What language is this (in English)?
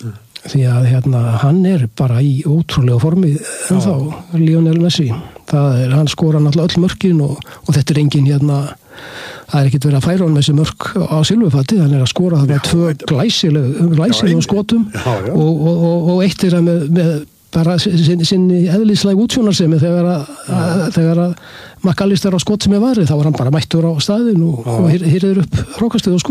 Icelandic